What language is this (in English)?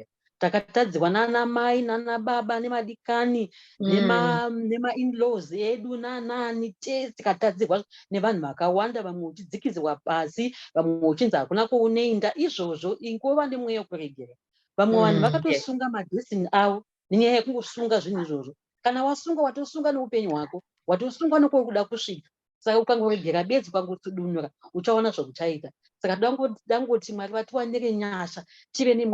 Shona